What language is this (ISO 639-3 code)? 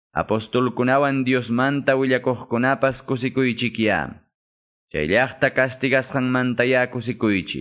que